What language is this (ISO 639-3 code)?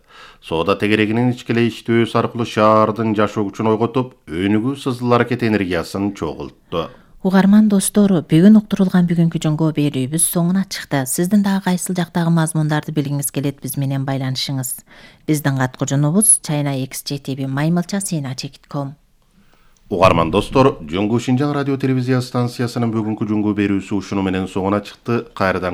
kir